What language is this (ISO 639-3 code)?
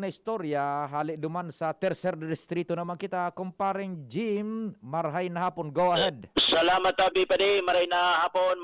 bik